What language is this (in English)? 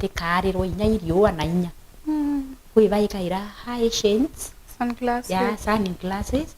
Meru